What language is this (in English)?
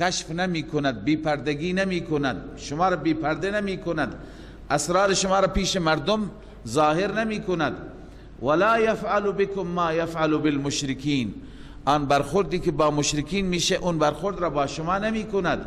Persian